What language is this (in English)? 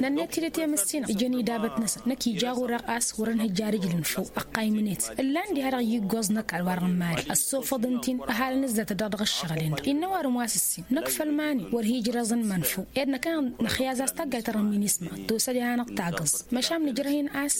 Tamasheq